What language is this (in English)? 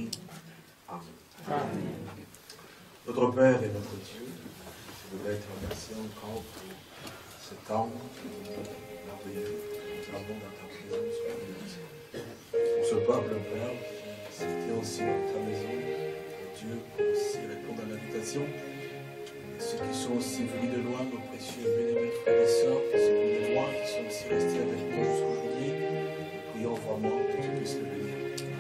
French